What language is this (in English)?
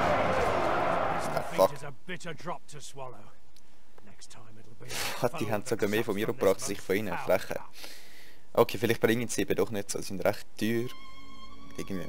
Swiss German